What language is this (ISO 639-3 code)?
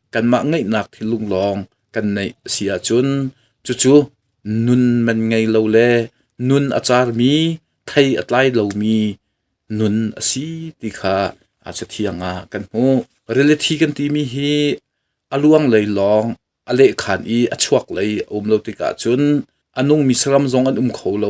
cnh